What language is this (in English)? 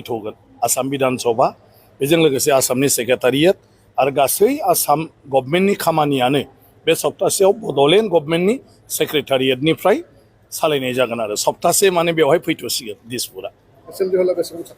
Bodo